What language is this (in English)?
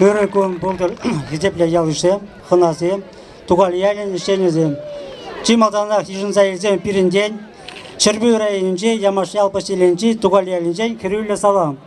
Chuvash